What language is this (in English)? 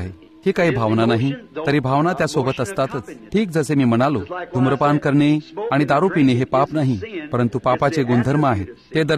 Marathi